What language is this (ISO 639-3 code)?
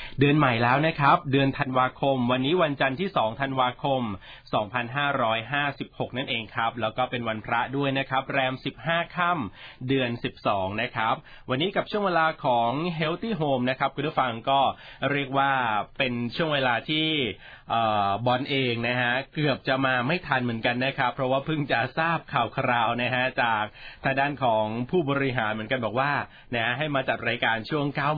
tha